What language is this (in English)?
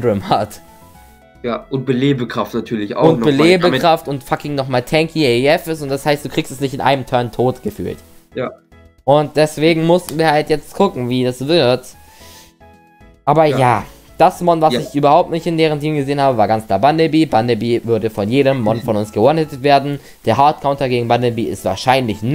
German